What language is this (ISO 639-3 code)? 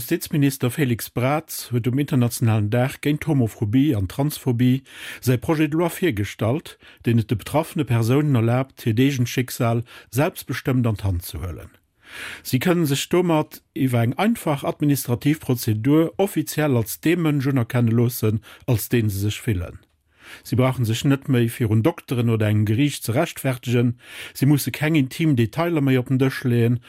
ltz